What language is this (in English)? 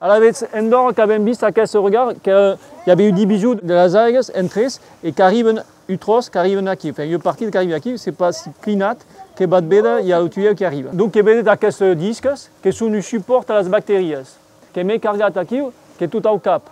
Occitan